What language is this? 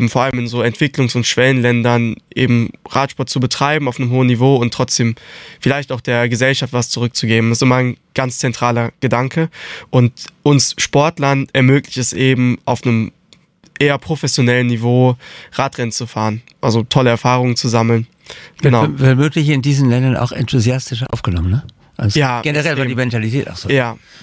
German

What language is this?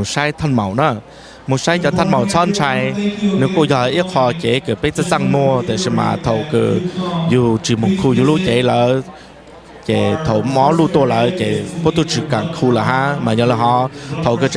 Hmong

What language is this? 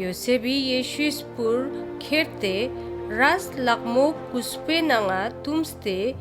Ladakhi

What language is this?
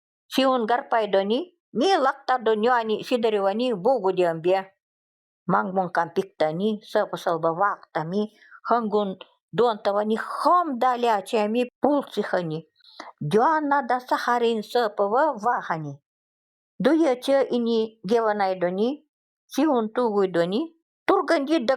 Nanai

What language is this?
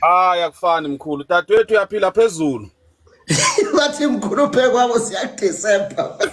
Zulu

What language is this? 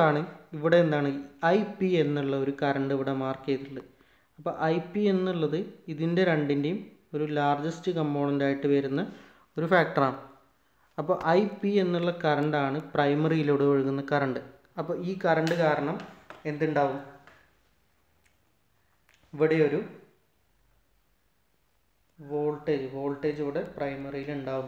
Malayalam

